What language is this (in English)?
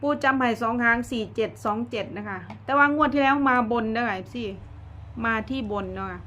Northeastern Thai